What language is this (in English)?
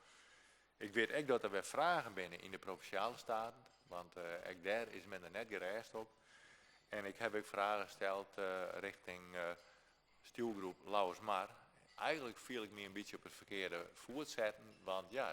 Western Frisian